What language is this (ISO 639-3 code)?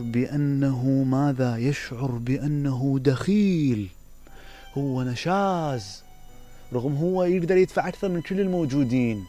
acm